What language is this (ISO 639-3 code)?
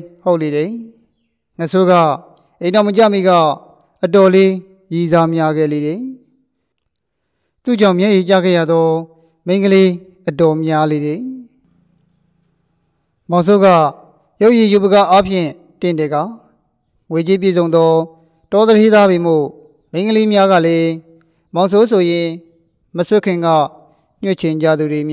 mya